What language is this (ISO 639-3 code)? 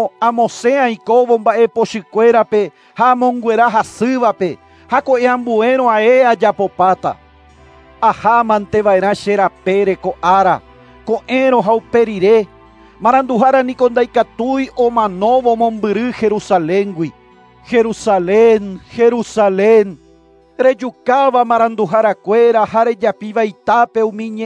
grn